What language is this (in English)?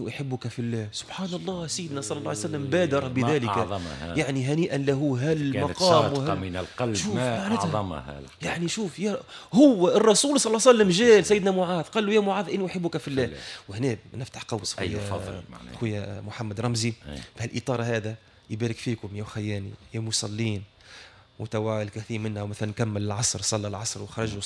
Tunisian Arabic